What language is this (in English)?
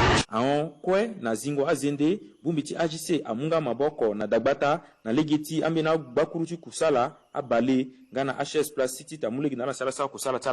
Sango